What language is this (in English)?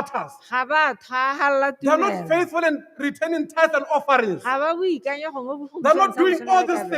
Tswana